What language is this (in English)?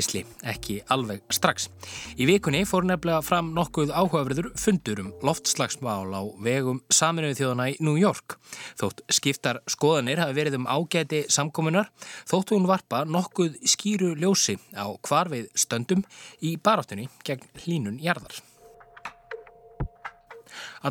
Icelandic